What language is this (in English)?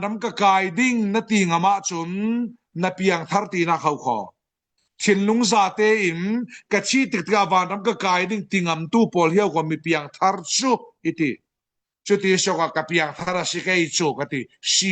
Falam Chin